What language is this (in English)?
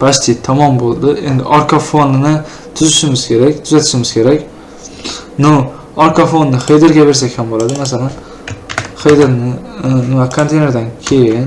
Uzbek